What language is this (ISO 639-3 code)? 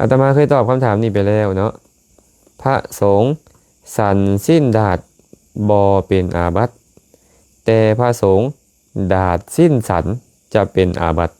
lao